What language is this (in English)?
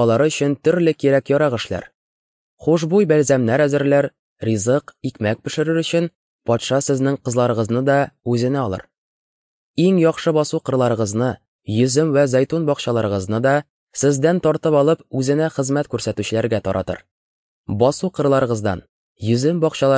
Tatar